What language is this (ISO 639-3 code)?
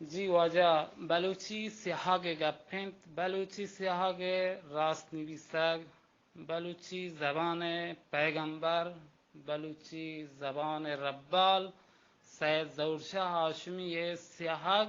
bal